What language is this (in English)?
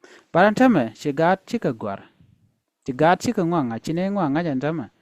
Nuer